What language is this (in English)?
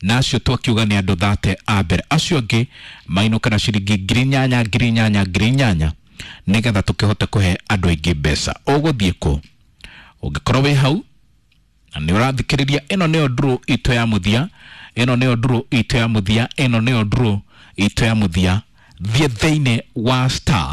Kikuyu